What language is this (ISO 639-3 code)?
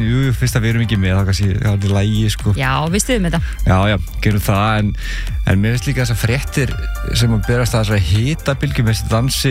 isl